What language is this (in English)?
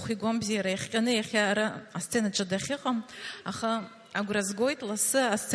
Abkhazian